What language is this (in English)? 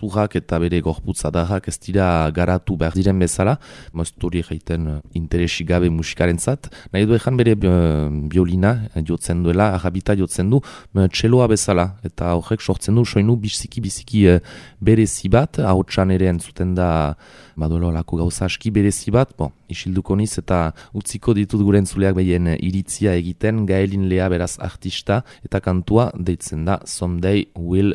Basque